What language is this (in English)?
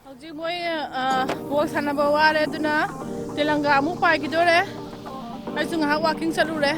Manipuri